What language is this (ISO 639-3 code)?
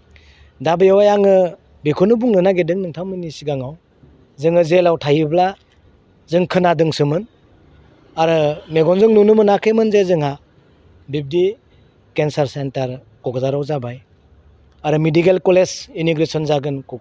brx